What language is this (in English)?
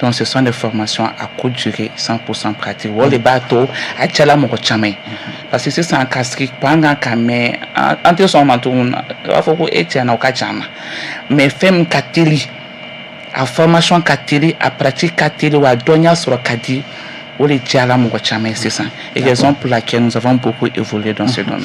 Bambara